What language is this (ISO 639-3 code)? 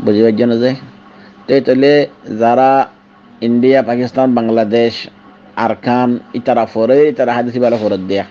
rhg